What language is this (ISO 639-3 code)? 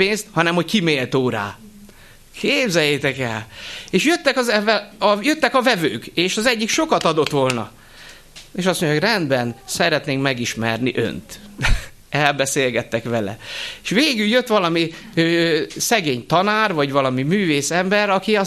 hun